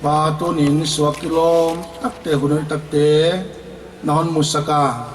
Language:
Paite Chin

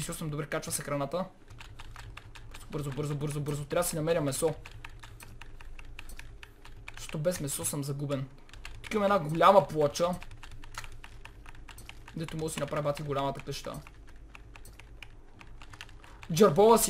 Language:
Bulgarian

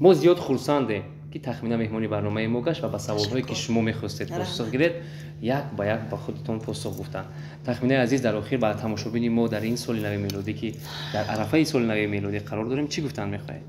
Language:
Tajik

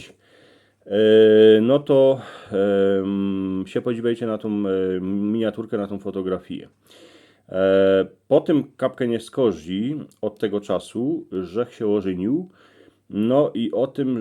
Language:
Silesian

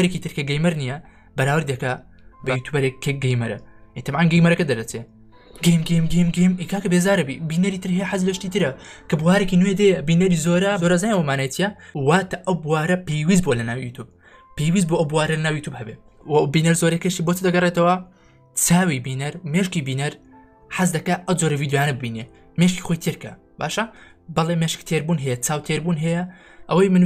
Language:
Central Kurdish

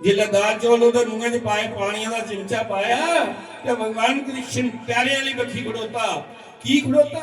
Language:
Dogri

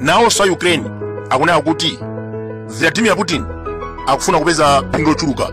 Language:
Nyanja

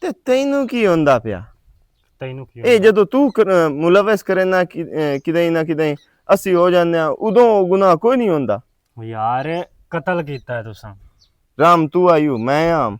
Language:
Western Panjabi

